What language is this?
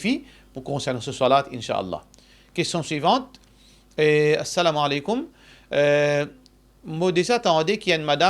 Morisyen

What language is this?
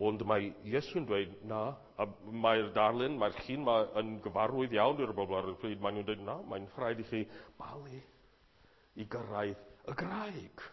Welsh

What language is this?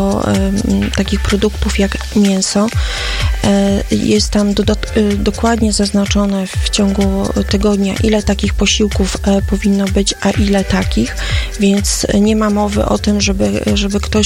Polish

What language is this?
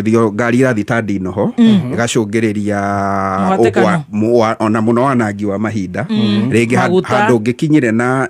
Kikuyu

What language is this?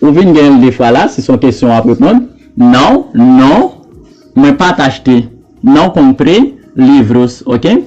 Haitian Creole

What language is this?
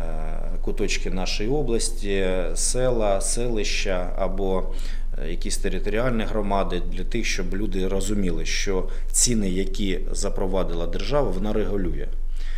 Ukrainian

